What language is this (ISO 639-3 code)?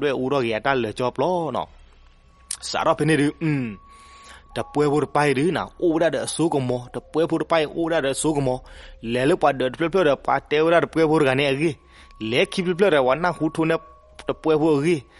ksw